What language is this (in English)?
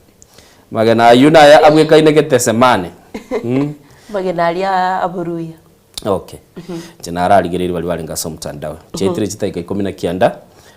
Gusii